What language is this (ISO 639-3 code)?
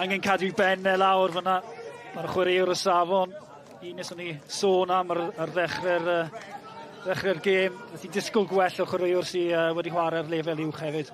cym